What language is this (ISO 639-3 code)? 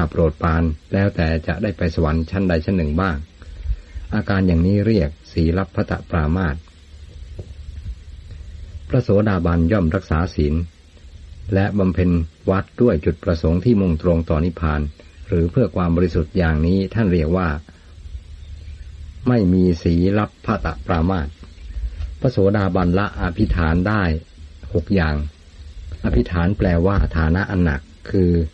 tha